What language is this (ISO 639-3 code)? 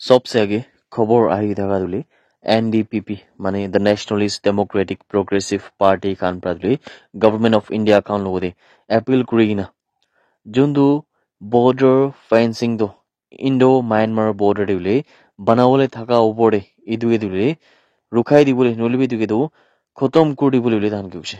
nag